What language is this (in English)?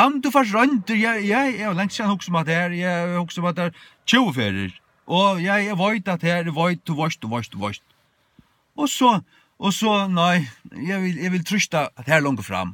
Faroese